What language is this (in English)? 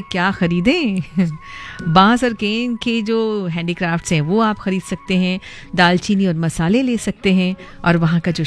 Hindi